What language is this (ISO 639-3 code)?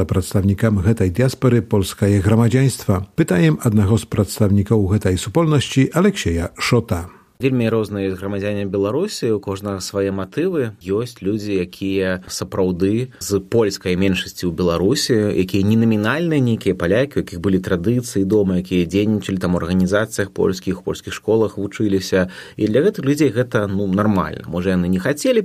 bel